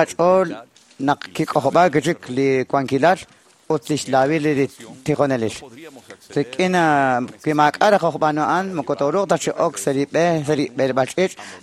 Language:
Kekchí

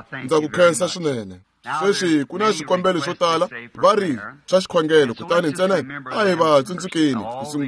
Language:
Tsonga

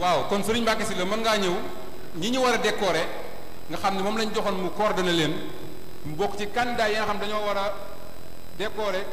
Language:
Wolof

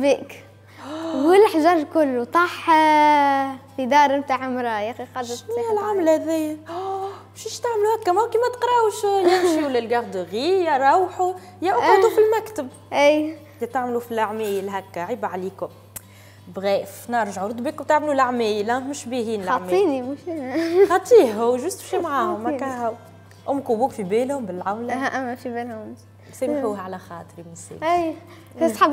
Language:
Tunisian Arabic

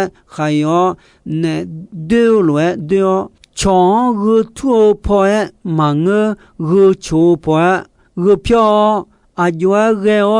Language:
Akha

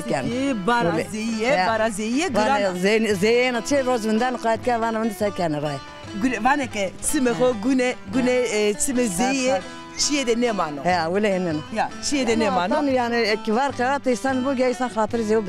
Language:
Zaza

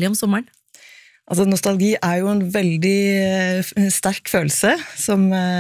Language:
Norwegian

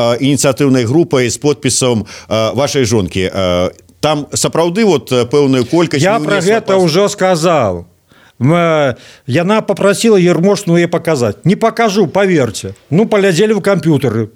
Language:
Belarusian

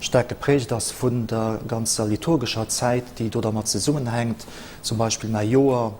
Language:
Luxembourgish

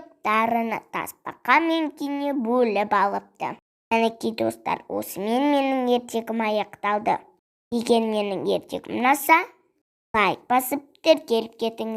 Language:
Kazakh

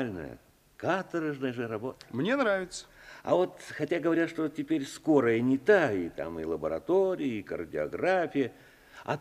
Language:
Russian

